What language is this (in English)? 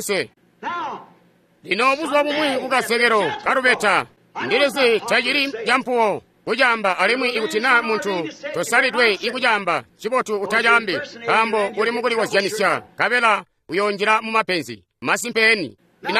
Tonga (Zambia)